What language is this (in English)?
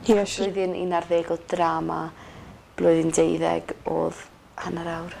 Welsh